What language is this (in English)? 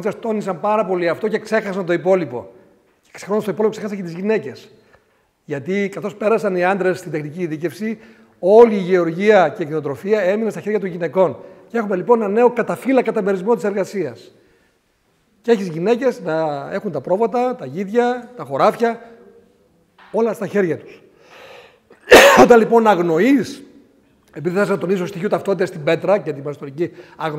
Greek